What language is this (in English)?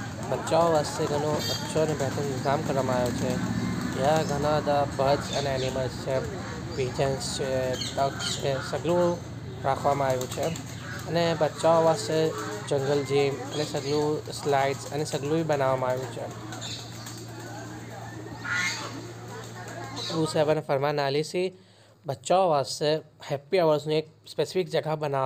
Gujarati